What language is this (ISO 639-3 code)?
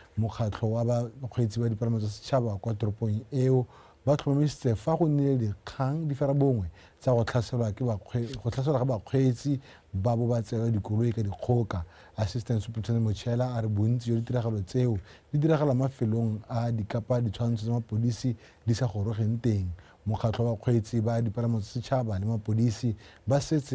tsn